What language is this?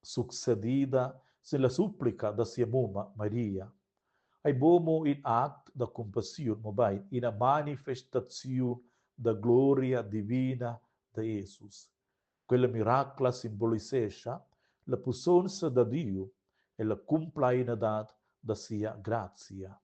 Romansh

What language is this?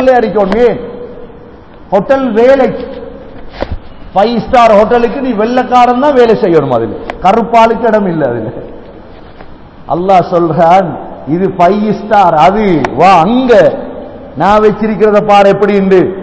Tamil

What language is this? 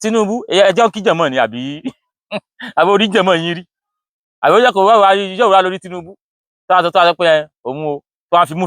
Yoruba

